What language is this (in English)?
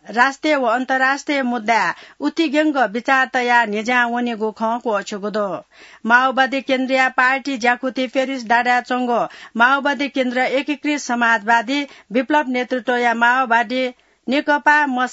Newari